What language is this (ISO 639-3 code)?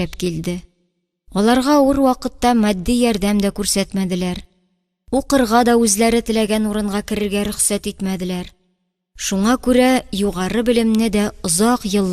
tat